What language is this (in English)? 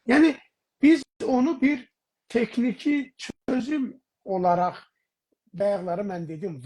South Azerbaijani